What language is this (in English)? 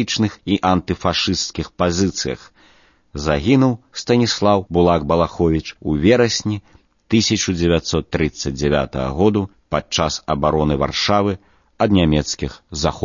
Belarusian